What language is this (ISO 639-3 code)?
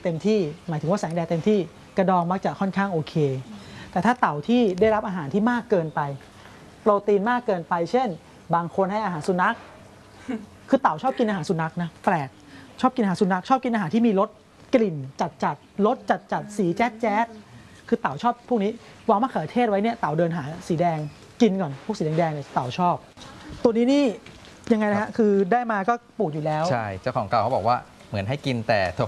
tha